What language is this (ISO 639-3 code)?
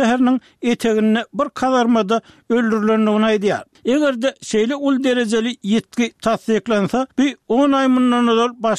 tuk